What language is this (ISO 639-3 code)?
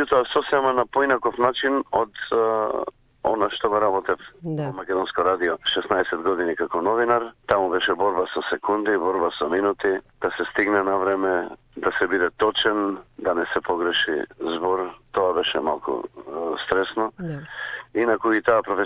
mkd